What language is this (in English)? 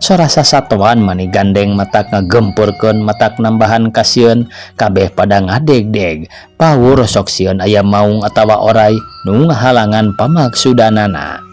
Sundanese